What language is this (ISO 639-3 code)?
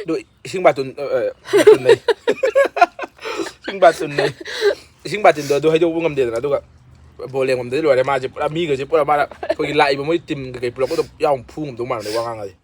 mni